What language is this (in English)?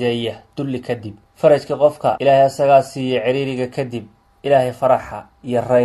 Somali